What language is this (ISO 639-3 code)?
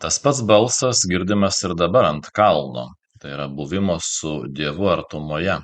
lit